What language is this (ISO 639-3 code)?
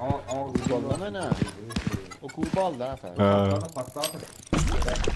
azb